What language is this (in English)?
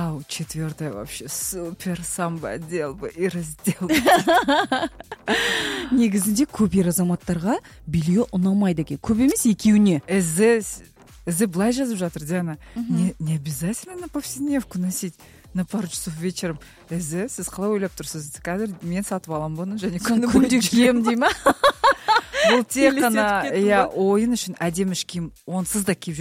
Kazakh